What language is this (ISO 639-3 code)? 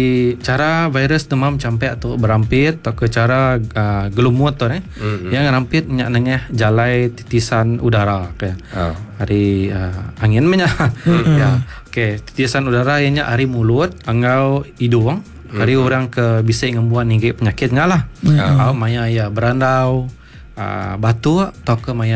iba